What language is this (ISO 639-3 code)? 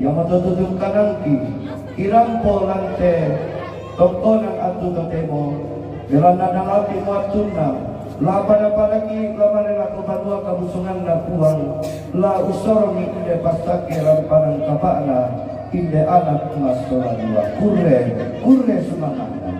sda